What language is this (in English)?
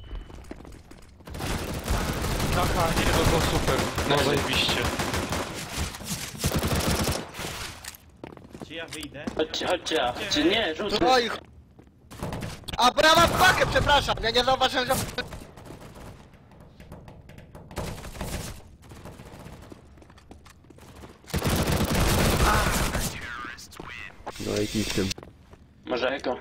Polish